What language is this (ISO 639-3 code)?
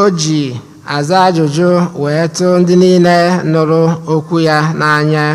ibo